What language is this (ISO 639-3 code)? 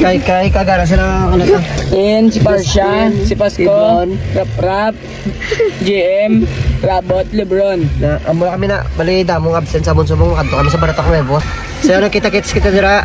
hil